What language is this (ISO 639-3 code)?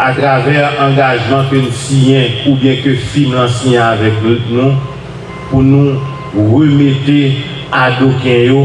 hat